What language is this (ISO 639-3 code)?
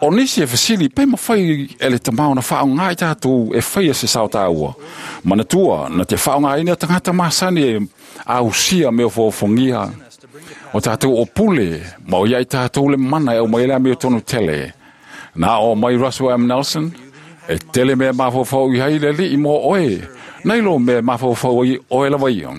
smo